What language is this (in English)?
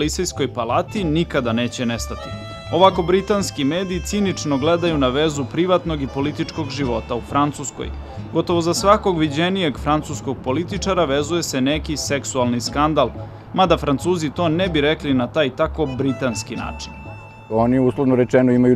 Serbian